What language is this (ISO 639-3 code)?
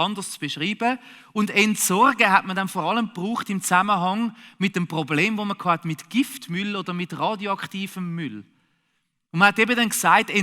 gsw